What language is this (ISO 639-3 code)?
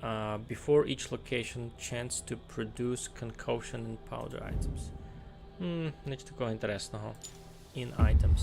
rue